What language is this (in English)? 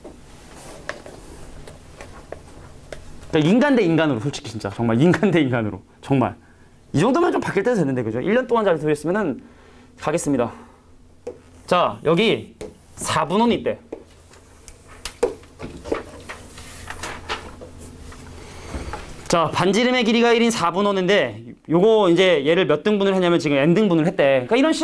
Korean